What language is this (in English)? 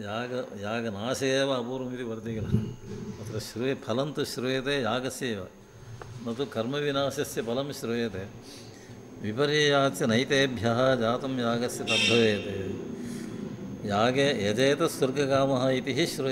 Sanskrit